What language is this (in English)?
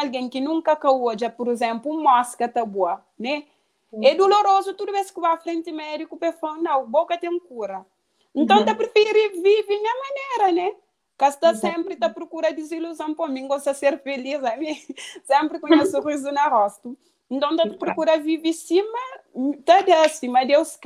Kabuverdianu